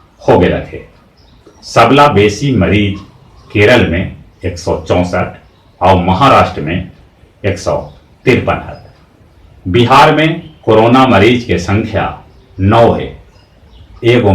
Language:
Magahi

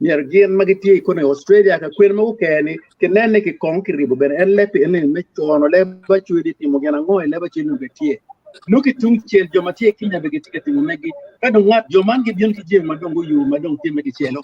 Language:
Acoli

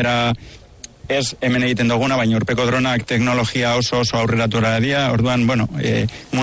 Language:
Basque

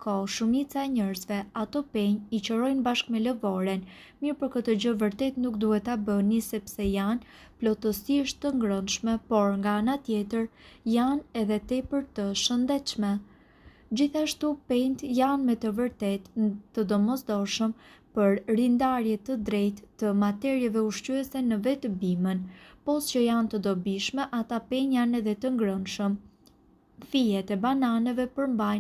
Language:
Albanian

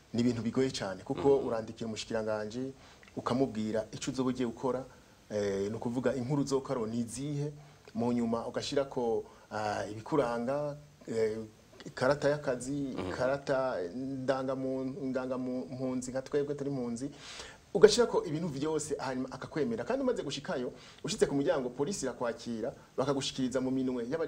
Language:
Rundi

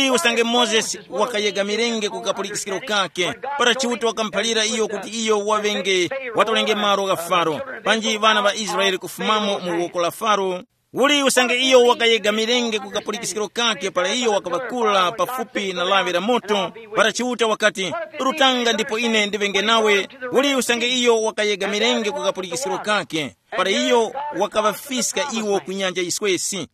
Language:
Tumbuka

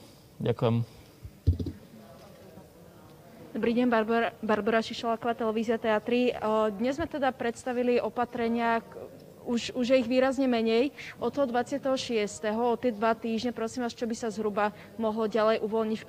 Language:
Slovak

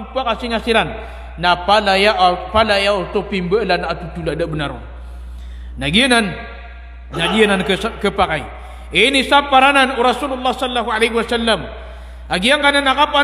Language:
Maranao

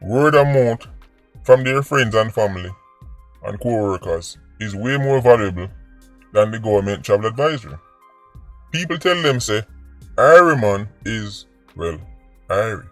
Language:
Jamaican Creole English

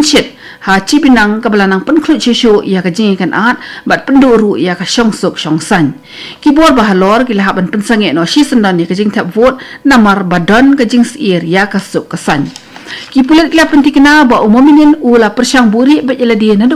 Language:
Khasi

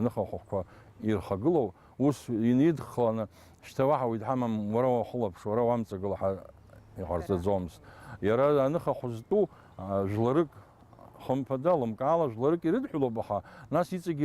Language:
Abkhazian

